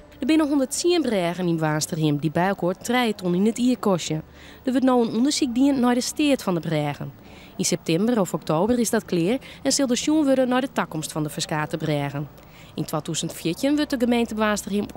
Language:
Western Frisian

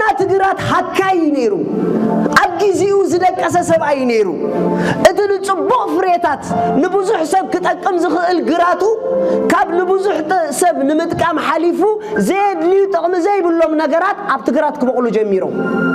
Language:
Tigrinya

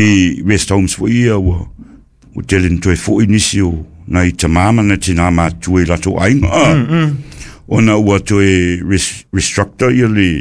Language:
Samoan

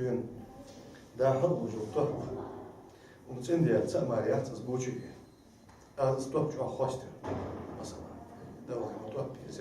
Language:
Ingush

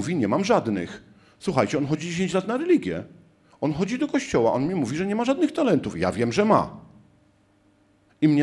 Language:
Polish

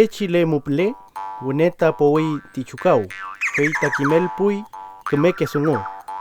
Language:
Huilliche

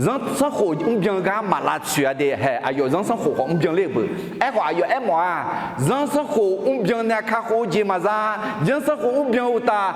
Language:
Akha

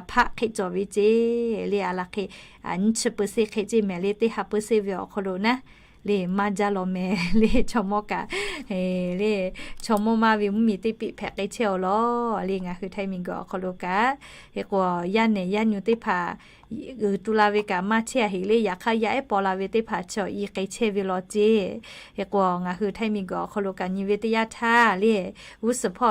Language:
Lahu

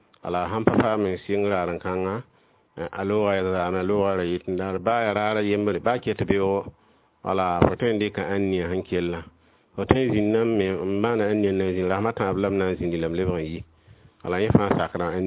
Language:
Mossi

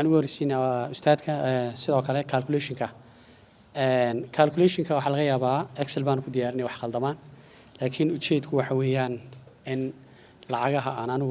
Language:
Somali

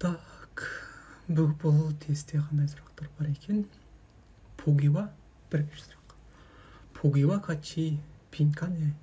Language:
Kazakh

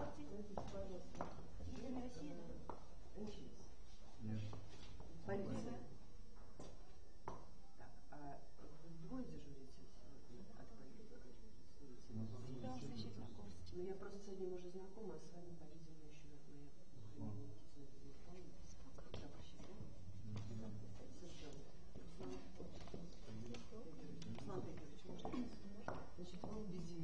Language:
Russian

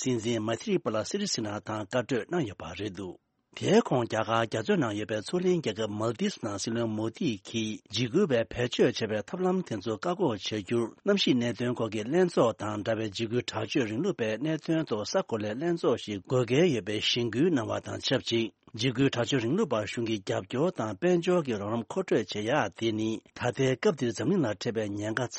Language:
Tibetan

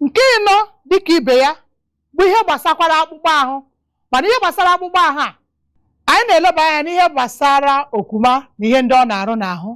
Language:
Igbo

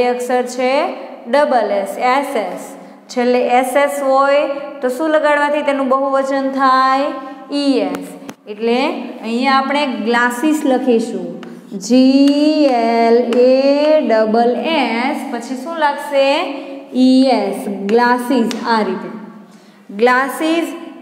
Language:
Gujarati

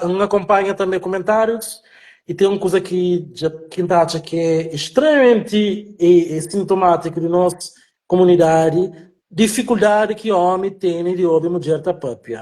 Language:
Kabuverdianu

